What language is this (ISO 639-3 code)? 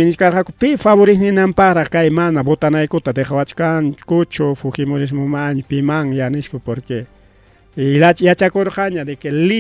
quy